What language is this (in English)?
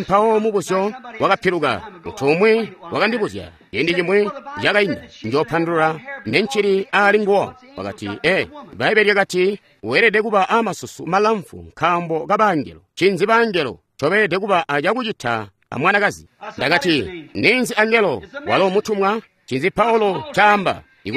Tonga (Zambia)